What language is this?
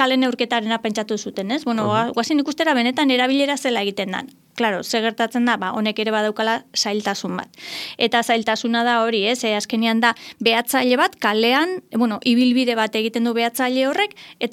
Basque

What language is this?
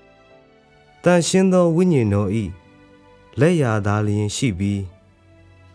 Burmese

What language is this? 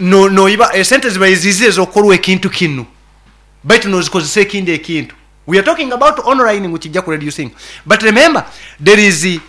Nyoro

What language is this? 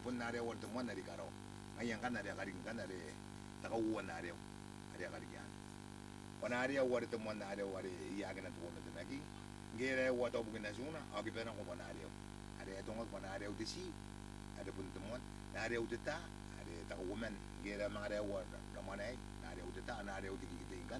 Gilbertese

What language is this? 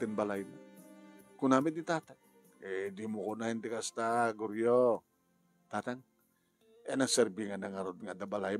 Iloko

